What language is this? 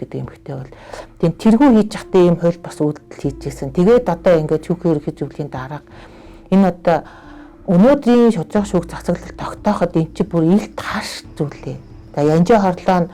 Mongolian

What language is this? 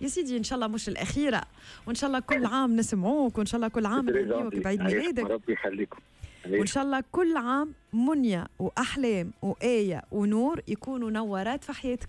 Tunisian Arabic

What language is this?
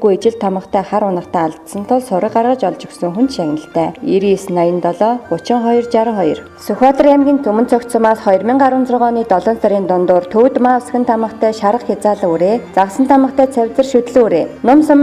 Mongolian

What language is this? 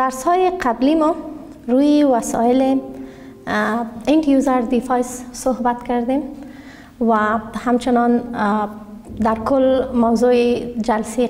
Persian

